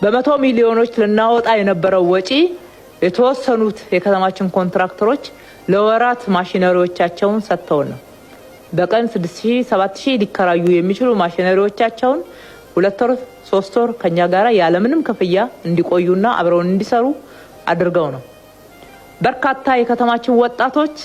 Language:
Amharic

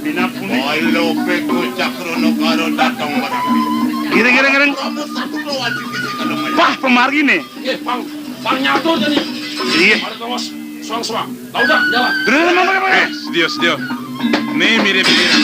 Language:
Balinese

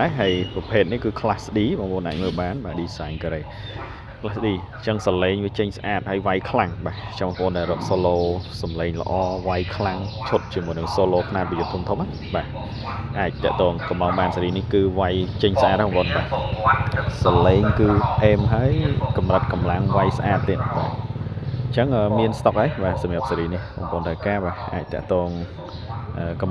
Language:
Khmer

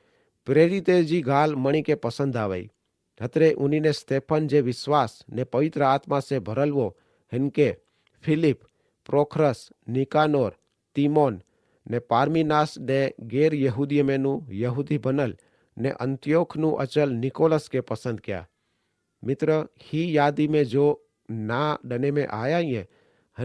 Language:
Kachhi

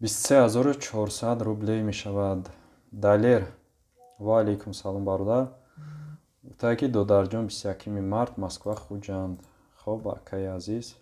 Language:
Tajik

